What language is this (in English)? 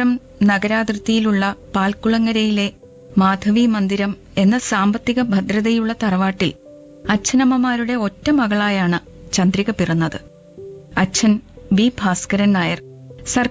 Malayalam